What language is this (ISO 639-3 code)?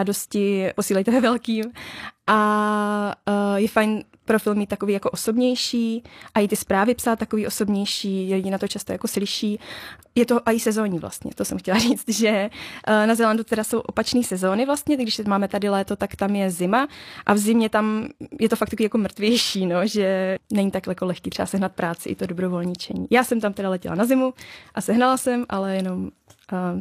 ces